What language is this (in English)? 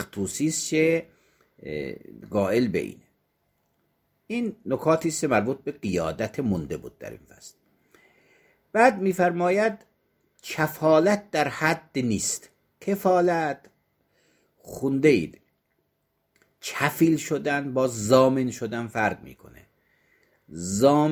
Persian